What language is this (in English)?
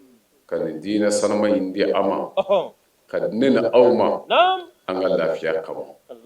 Bambara